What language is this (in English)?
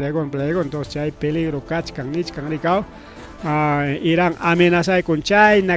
Ayacucho Quechua